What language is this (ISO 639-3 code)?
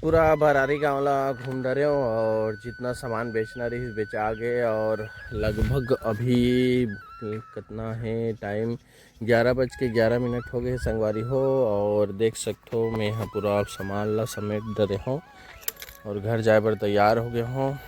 hne